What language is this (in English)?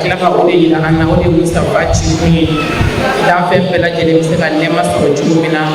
Bambara